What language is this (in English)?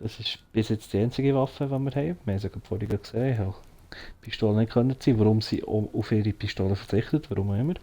Swiss German